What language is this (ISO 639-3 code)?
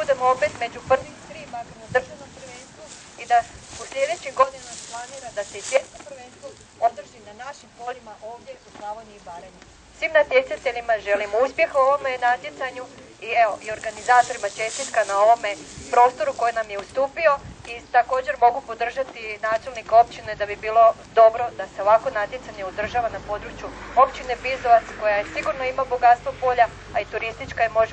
hrv